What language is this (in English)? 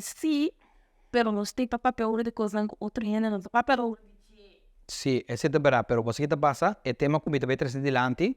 Papiamento